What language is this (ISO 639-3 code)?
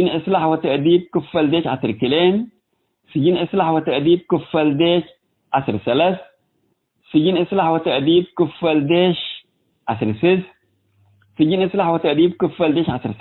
tig